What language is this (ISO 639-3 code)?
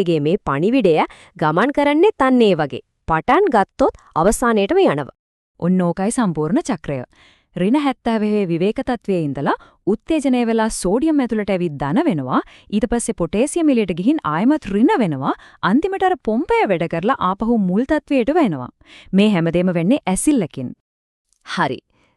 sin